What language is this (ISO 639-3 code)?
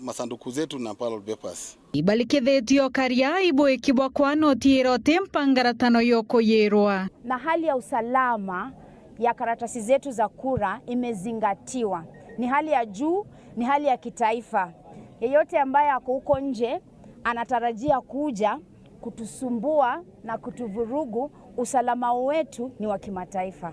mer